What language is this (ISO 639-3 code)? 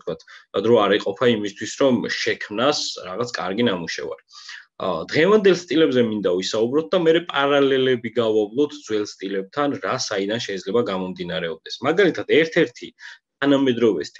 kat